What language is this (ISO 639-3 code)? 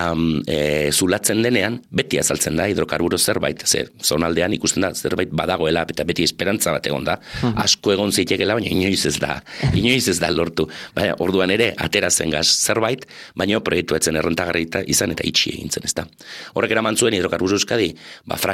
eus